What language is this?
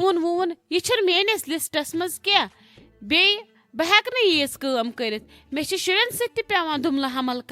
Kashmiri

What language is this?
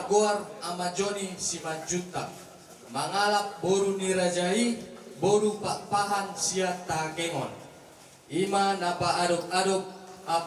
Batak Toba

